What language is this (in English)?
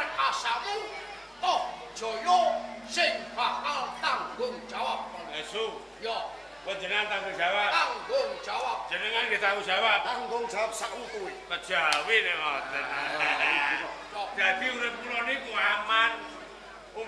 Javanese